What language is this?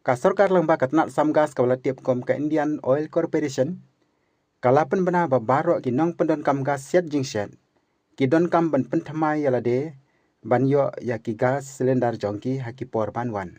Khasi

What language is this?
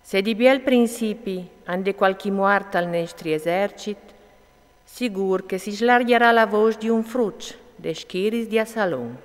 Friulian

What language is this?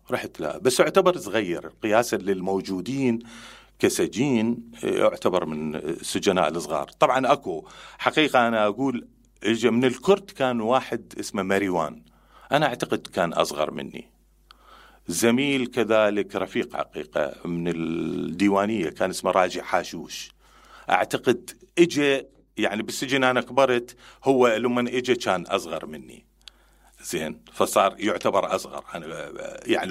Mesopotamian Arabic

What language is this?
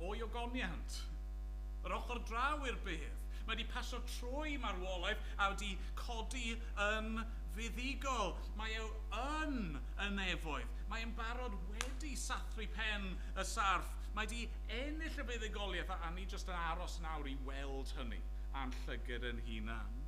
Welsh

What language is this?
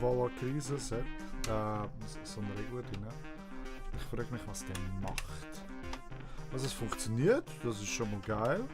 Swiss German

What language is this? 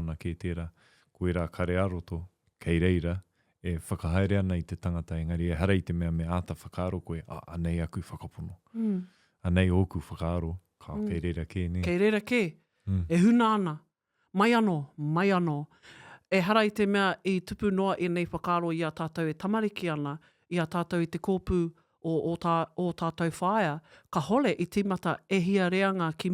Māori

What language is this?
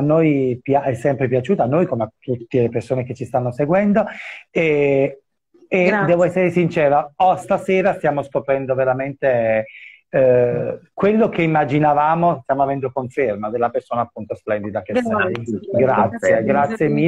Italian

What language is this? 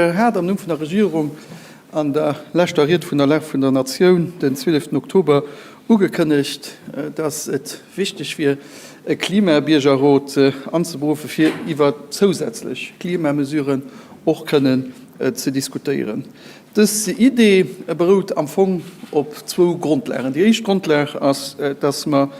Luxembourgish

